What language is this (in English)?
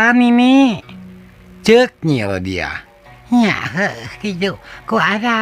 Sundanese